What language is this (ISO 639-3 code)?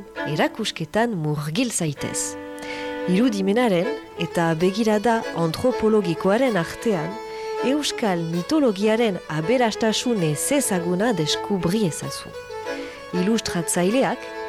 eus